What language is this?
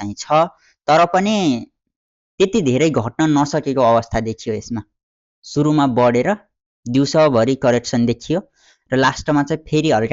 Nepali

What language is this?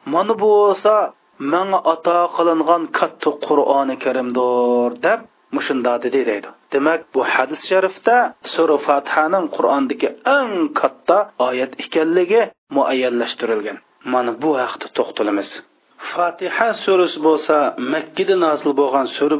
Uyghur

